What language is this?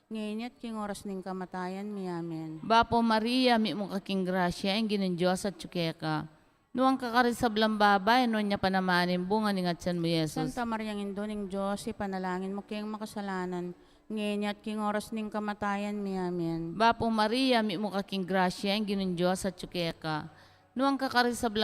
Pampanga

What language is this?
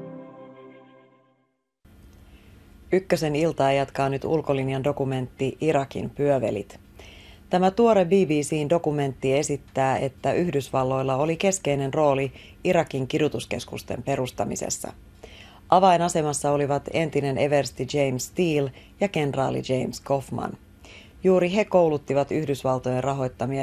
Finnish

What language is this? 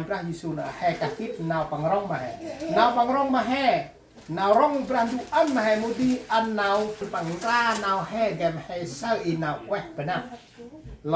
Central Mnong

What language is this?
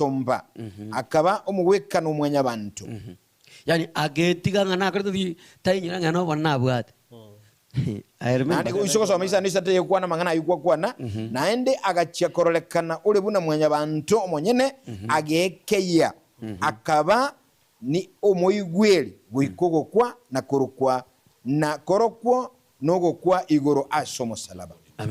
Gusii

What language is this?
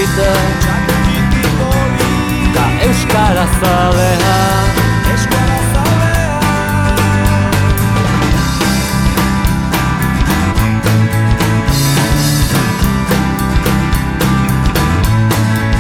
Basque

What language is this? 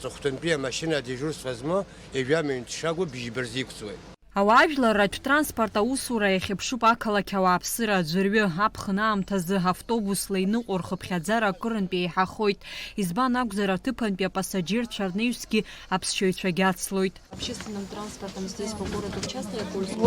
Abkhazian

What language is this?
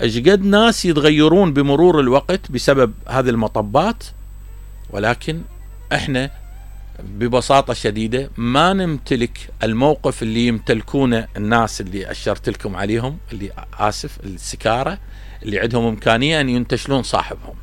Mesopotamian Arabic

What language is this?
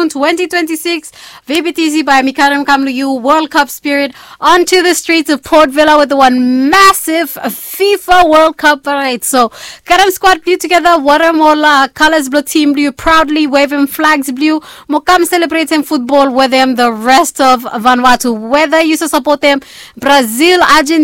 Bislama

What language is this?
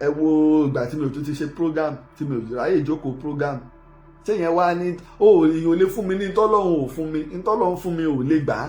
Yoruba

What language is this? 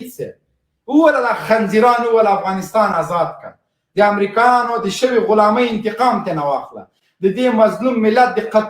Pashto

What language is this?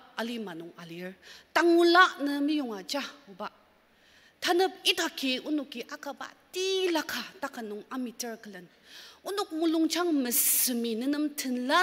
Ao Naga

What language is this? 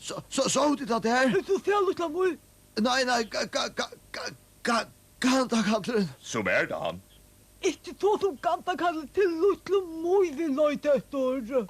Faroese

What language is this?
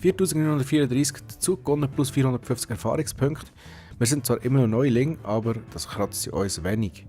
Swiss German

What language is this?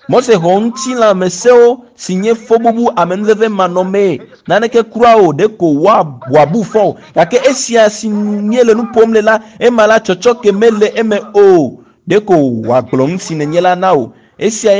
Ewe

